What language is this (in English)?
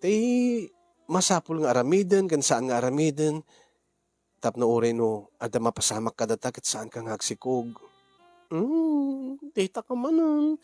Iloko